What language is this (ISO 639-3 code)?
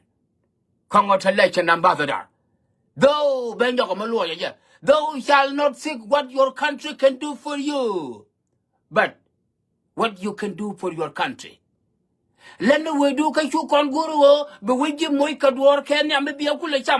nus